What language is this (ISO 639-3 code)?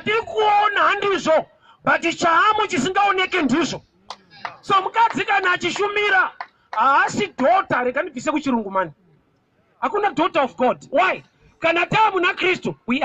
sna